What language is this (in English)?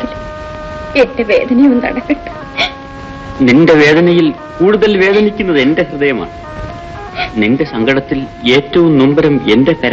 Malayalam